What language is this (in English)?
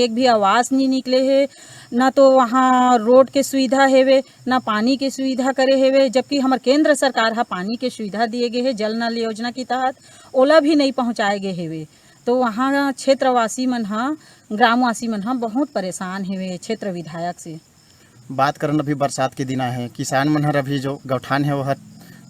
Chhattisgarhi